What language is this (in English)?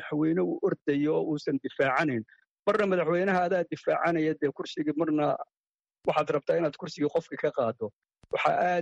Somali